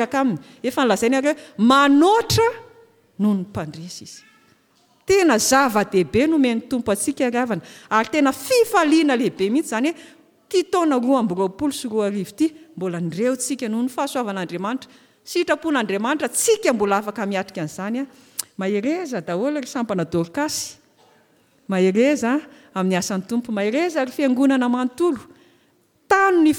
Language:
Malagasy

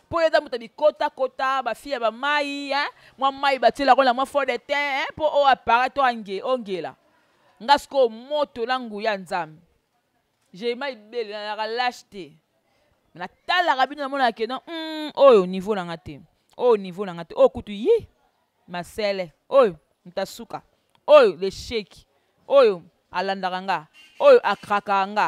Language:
Lingala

